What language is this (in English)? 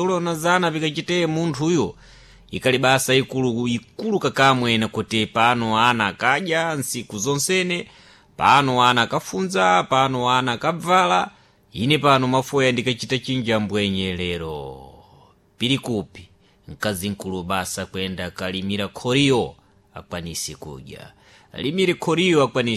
Sena